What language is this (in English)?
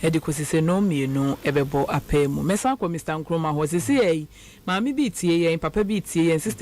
Akan